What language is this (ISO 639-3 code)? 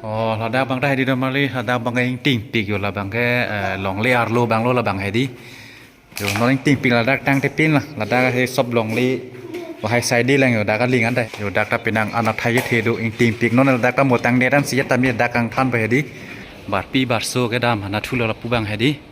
mjw